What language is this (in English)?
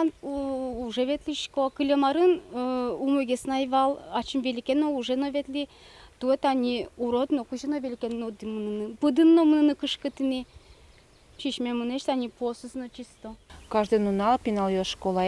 Udmurt